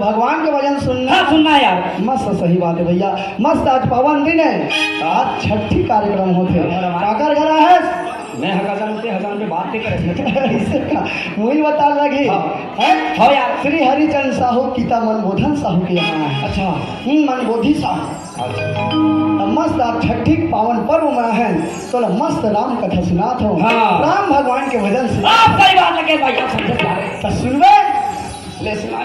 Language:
Chhattisgarhi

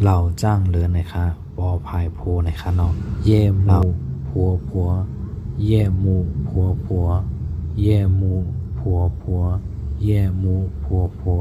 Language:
Shan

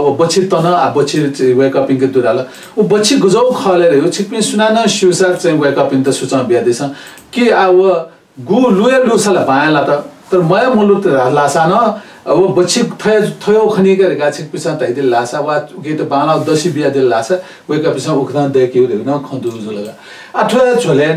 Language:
Newari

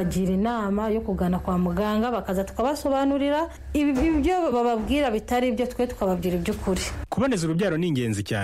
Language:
Kinyarwanda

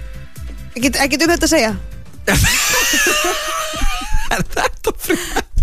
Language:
Icelandic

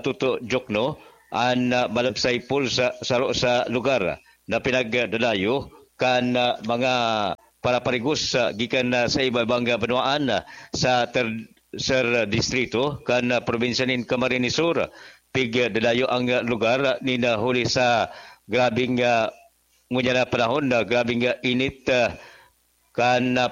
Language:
Bikol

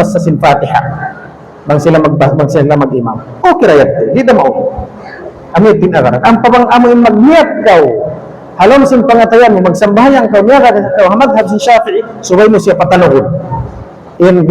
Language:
Tausug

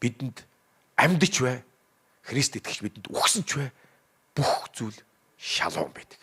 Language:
Mongolian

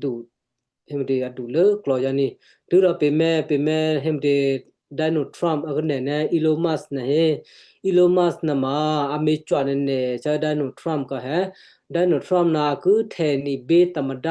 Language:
Western Kayah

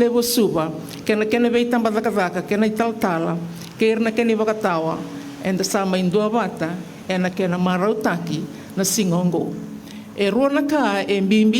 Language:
Fijian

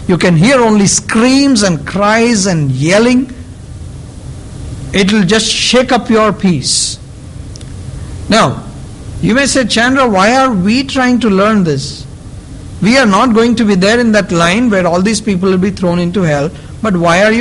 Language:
English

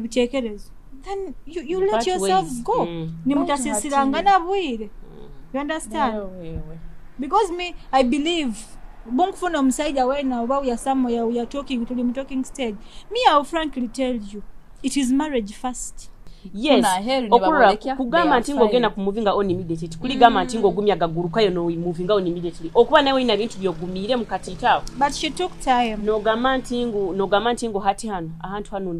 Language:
Nyoro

